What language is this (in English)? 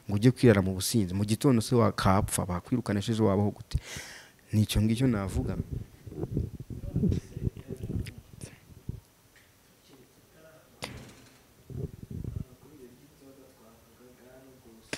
Kinyarwanda